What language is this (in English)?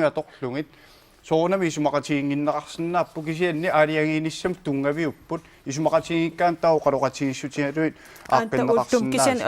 Kalaallisut